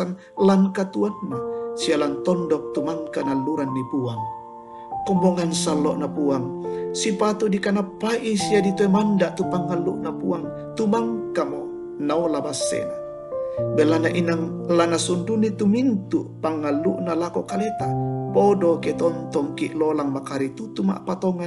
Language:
Toraja-Sa'dan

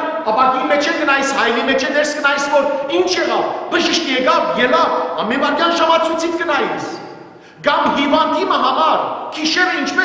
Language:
Western Armenian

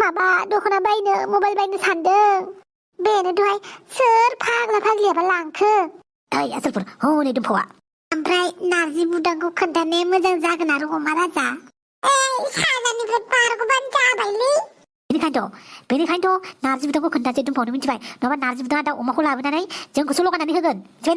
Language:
Bodo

